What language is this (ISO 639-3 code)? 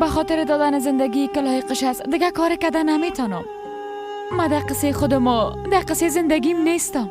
fas